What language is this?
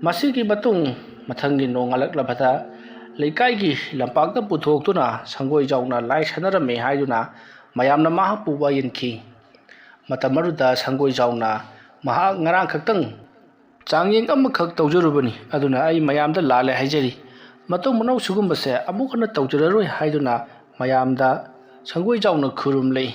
Manipuri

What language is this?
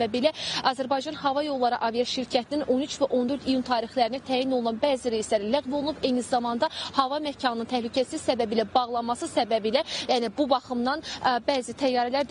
Azerbaijani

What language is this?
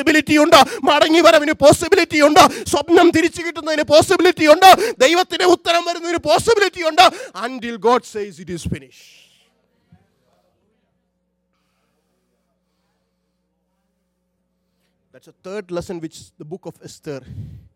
Malayalam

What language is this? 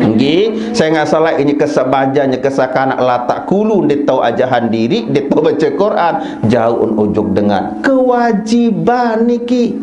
Sasak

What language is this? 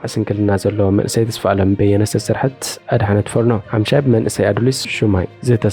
Tigrinya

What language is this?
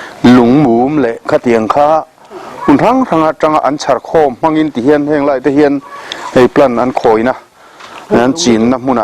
Mizo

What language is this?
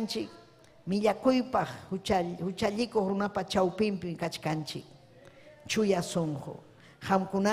Ayacucho Quechua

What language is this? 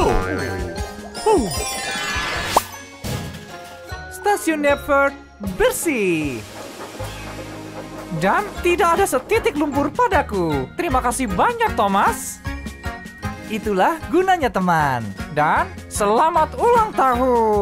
Indonesian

